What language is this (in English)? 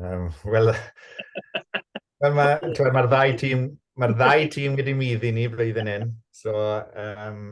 Welsh